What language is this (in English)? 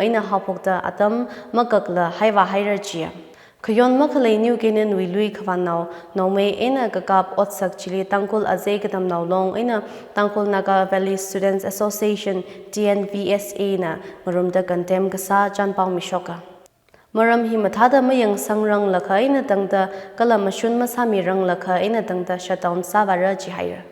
Tangkhul Naga (India)